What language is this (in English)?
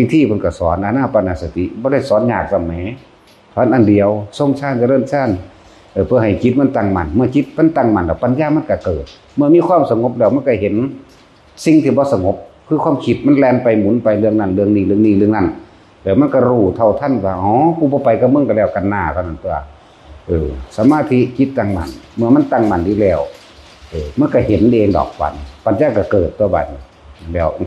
Northeastern Thai